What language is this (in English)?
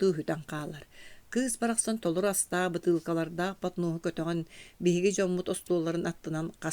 Yakut